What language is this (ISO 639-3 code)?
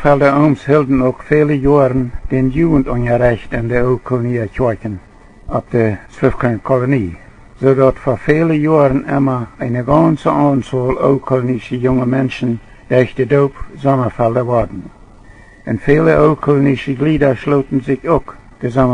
pdt